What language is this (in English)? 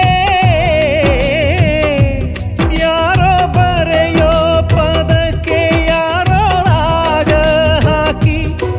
Kannada